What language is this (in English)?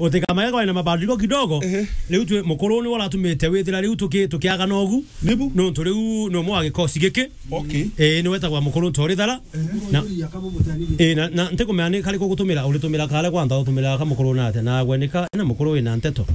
Meru